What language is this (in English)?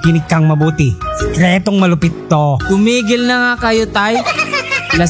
Filipino